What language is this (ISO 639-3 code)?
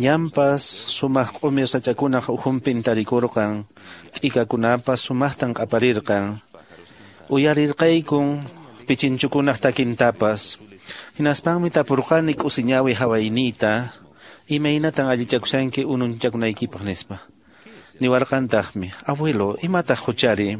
que